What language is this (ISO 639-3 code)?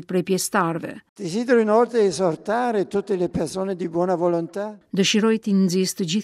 sqi